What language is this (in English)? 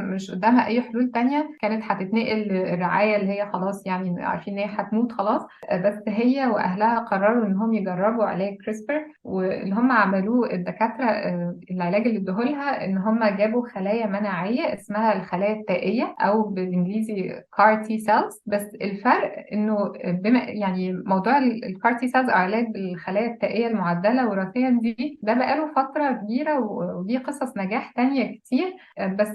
Egyptian Arabic